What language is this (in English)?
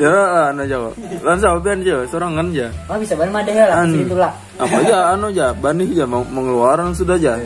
Banjar